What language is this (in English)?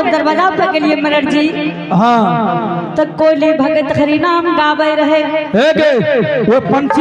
Angika